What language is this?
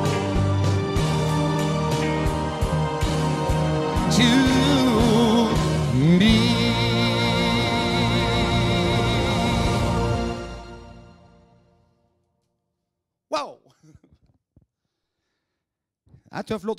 Norwegian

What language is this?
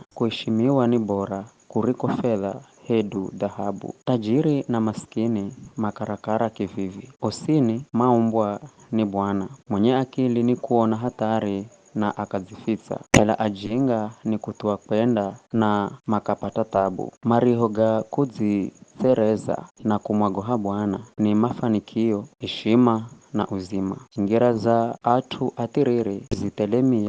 Giryama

